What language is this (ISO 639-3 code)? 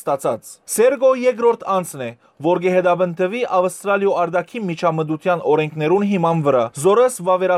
hyw